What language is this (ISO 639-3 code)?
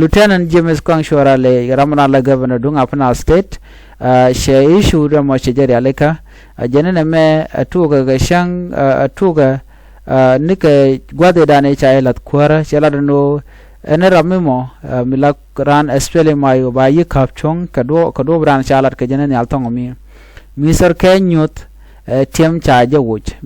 nus